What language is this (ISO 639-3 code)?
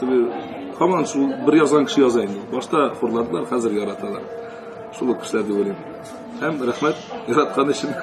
tat